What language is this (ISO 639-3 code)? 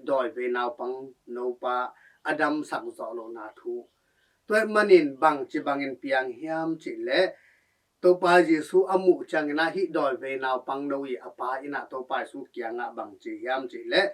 ctd